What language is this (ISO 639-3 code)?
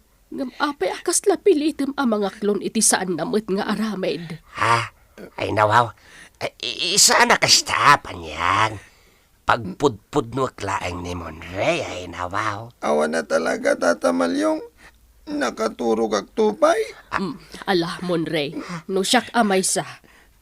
ilo